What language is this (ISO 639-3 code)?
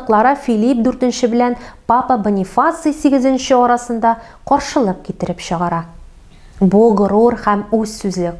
tat